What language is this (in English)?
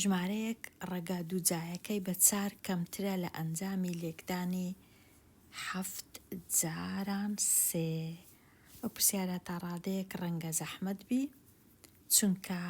Central Kurdish